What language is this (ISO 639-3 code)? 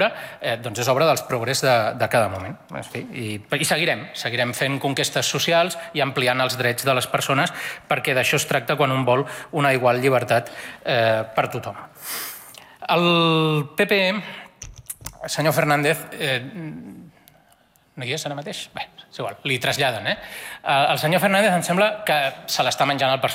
cat